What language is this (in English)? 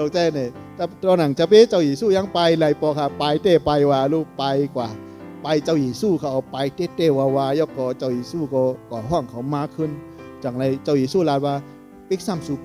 Shan